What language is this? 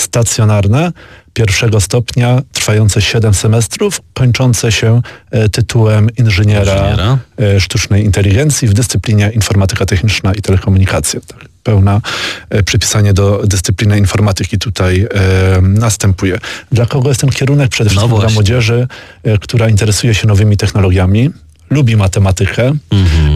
Polish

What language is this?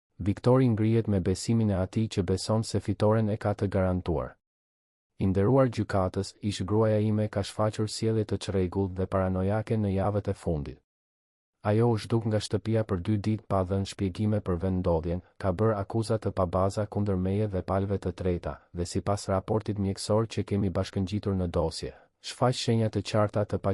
Albanian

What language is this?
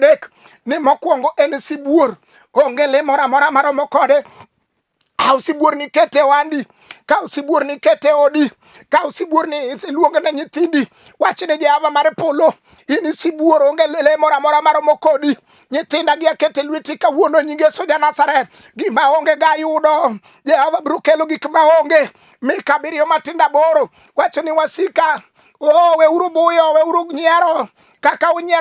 Luo (Kenya and Tanzania)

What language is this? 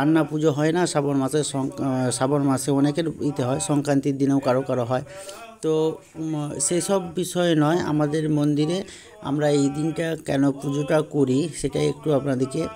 Bangla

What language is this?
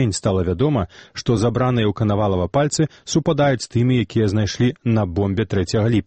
Belarusian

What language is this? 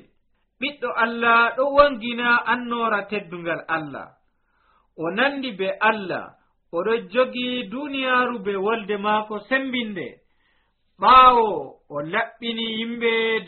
Nigerian Fulfulde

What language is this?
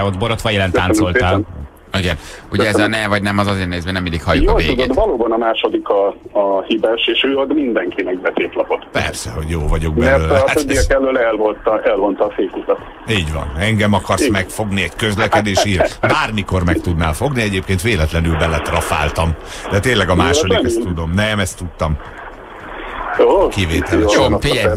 Hungarian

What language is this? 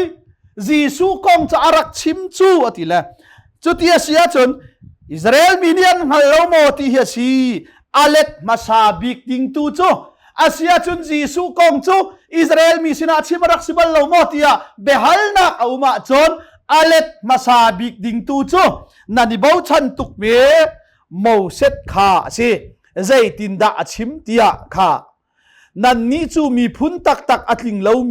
Hakha Chin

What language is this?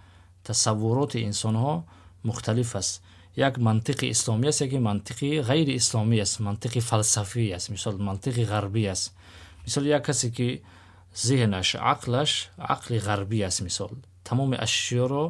Tajik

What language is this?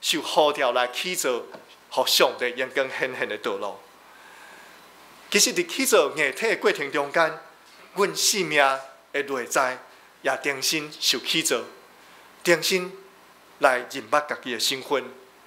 Min Nan Chinese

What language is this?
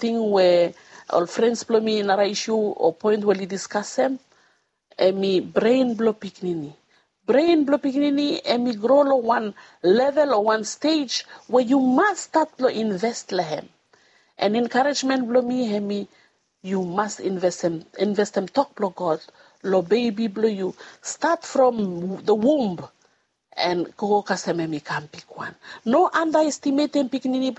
Bislama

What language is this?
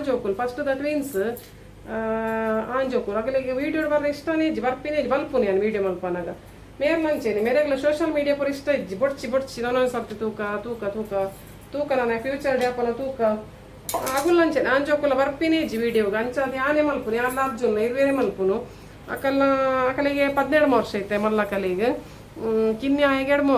Tulu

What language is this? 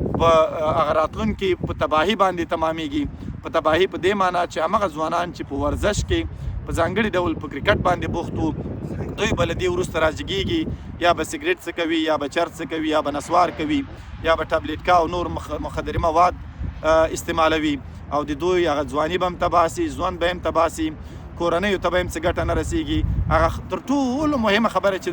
Pashto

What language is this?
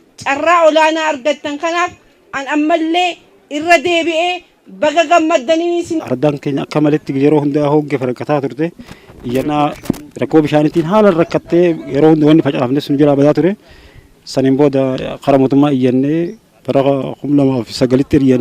Oromo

